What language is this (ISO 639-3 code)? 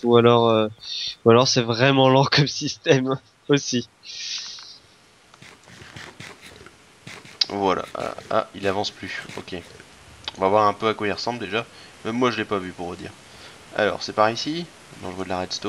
fra